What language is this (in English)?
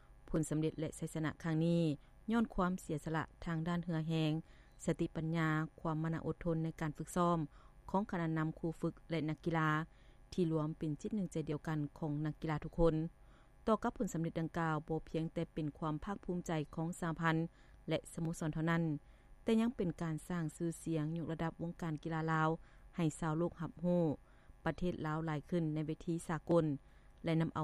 Lao